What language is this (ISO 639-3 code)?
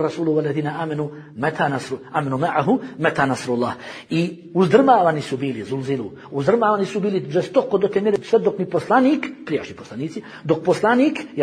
bos